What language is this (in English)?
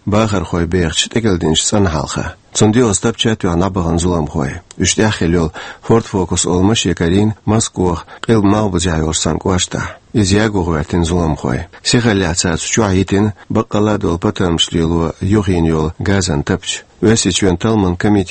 Chechen